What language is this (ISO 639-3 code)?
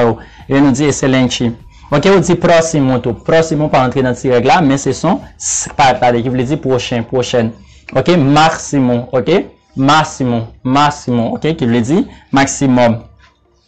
hat